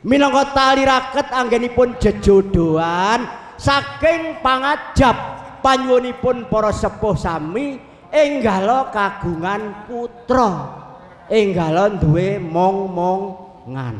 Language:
Javanese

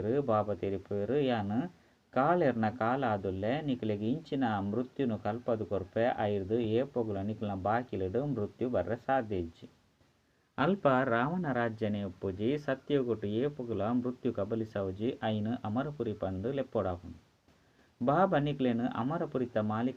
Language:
Tulu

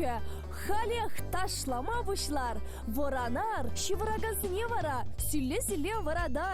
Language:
Chuvash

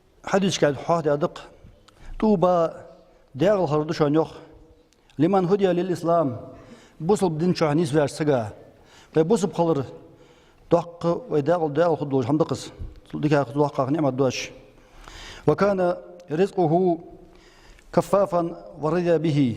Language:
Ingush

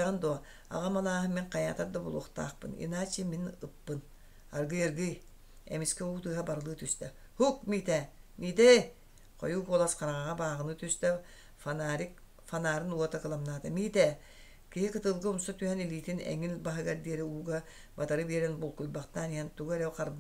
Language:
Yakut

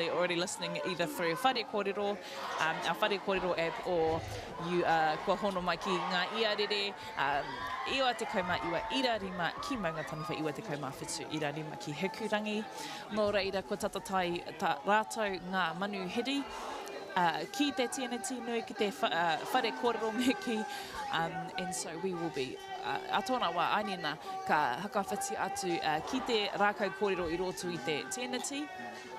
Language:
Māori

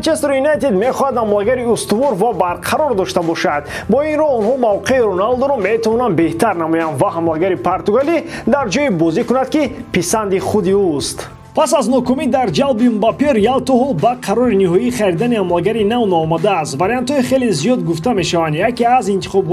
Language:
Tajik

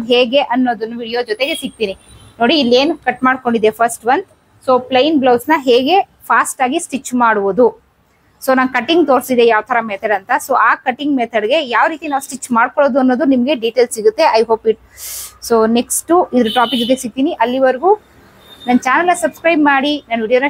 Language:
Kannada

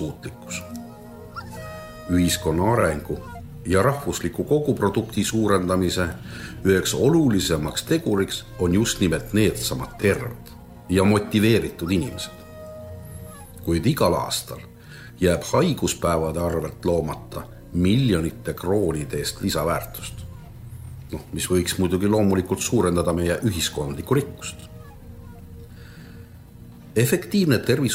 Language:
Estonian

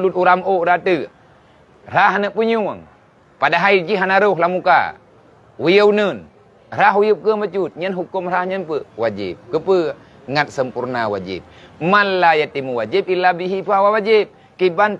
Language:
Achinese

